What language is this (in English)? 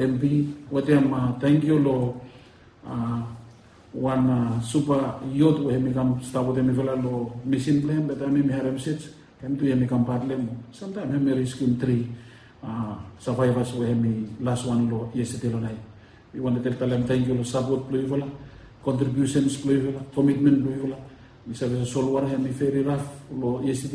Bislama